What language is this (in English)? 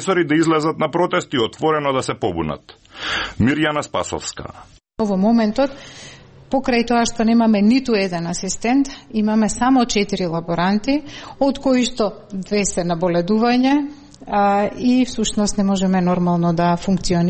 Macedonian